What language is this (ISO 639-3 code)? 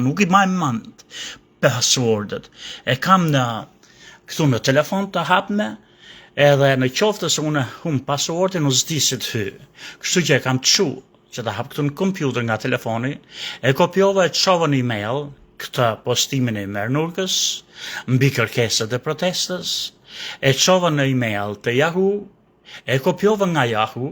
sqi